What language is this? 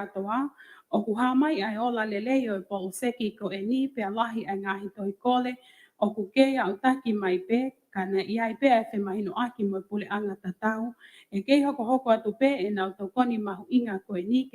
Tongan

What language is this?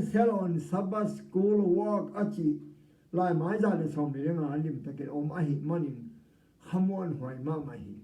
Tedim Chin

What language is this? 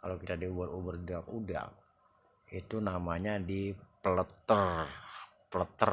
Betawi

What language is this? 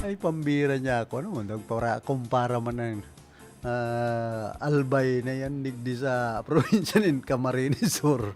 Bikol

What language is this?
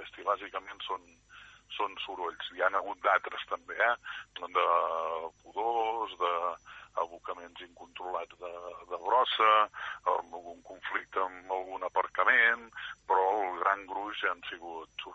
Catalan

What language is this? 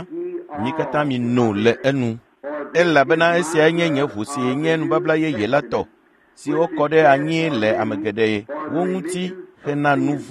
Ewe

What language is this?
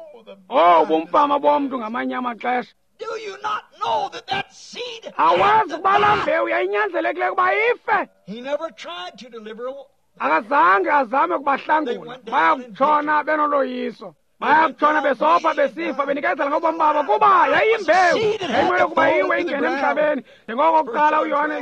Xhosa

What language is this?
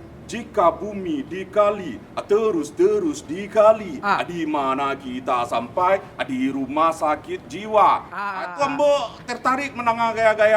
Minangkabau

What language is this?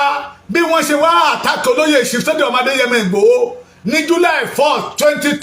Yoruba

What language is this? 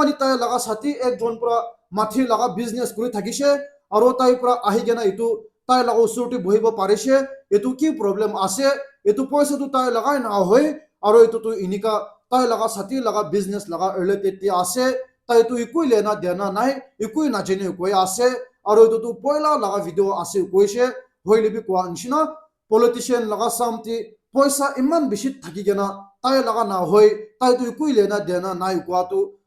Naga Pidgin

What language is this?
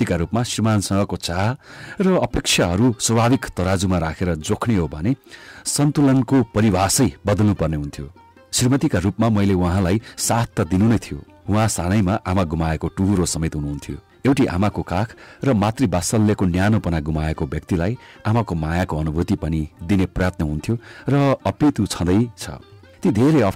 Nepali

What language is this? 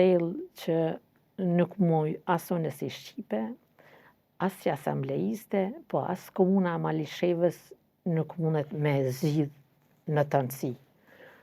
Albanian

